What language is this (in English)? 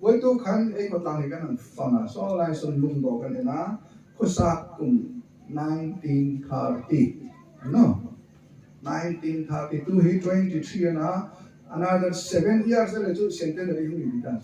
Hmar